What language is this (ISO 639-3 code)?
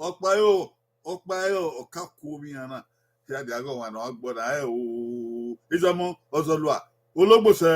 bin